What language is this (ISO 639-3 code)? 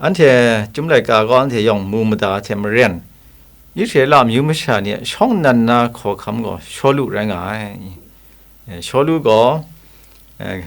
kac